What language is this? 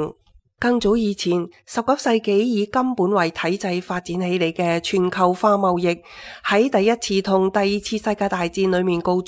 Cantonese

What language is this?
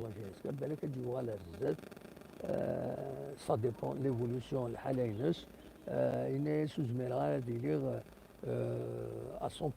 Kabyle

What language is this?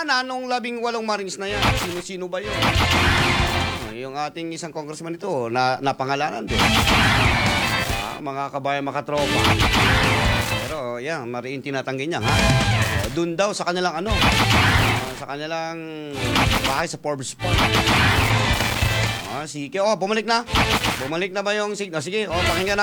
Filipino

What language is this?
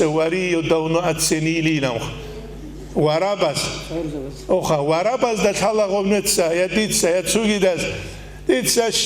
Avaric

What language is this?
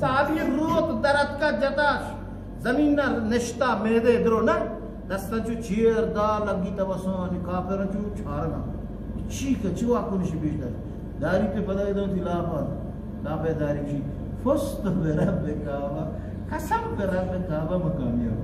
Eastern Balochi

